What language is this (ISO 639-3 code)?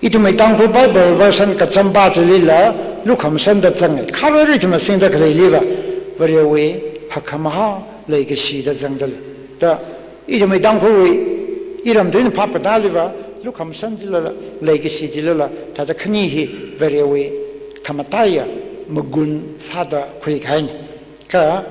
nmf